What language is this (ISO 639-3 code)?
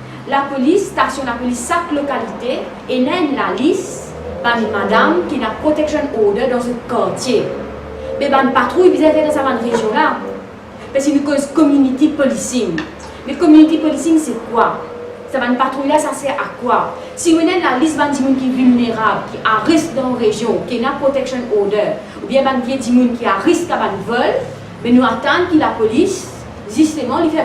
mfe